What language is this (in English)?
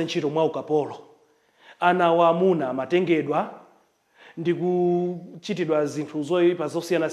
Nyanja